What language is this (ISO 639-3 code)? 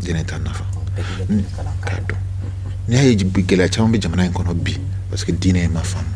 bam